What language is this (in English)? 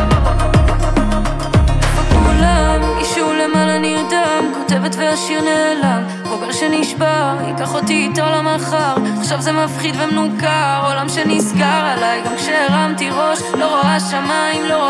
Hebrew